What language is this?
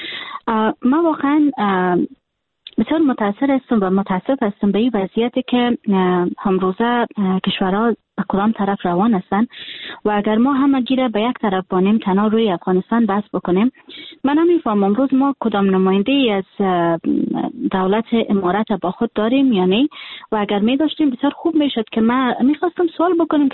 Persian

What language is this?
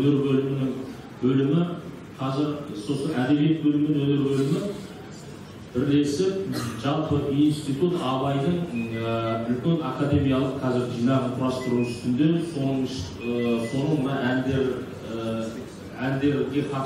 Kazakh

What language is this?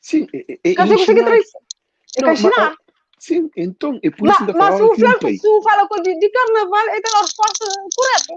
Kabuverdianu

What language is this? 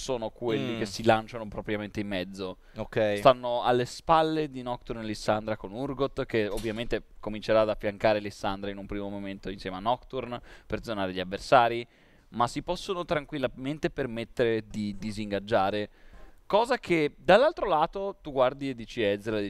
Italian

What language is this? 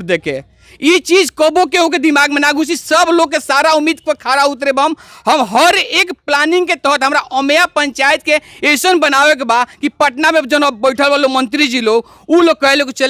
Bhojpuri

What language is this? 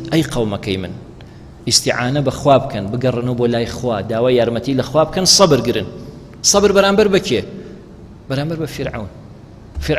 Central Kurdish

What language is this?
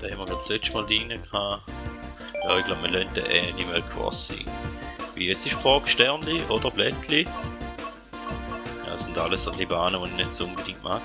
Swiss German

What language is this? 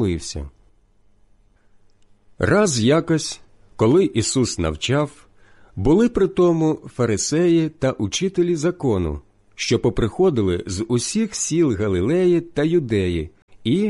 Ukrainian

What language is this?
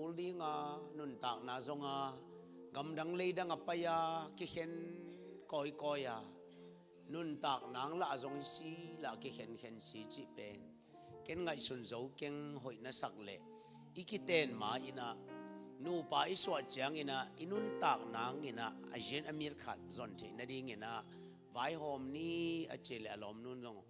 Tedim Chin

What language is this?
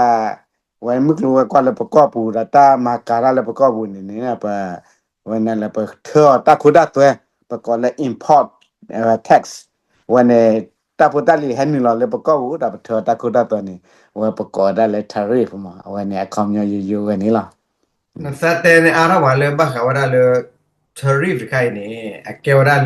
S'gaw Karen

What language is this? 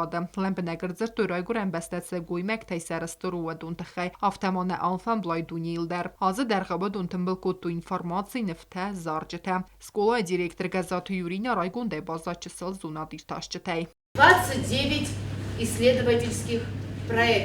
Ossetic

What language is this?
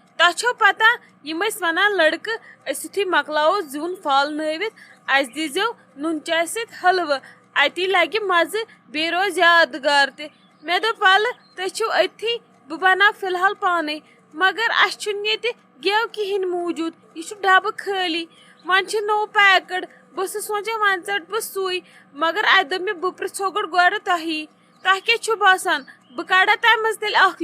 Kashmiri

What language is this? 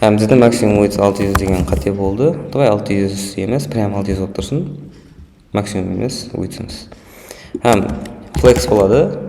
Kara-Kalpak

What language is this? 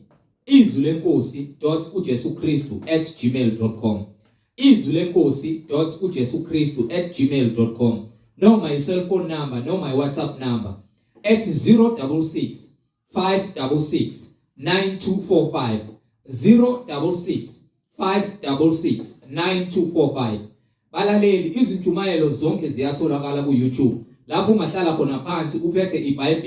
Zulu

